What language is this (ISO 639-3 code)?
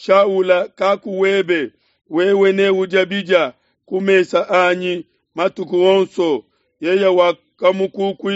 lua